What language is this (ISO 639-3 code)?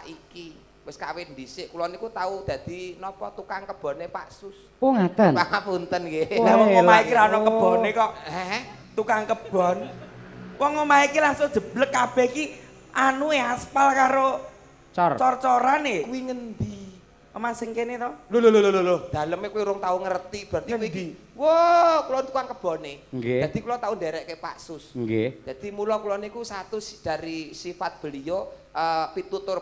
jav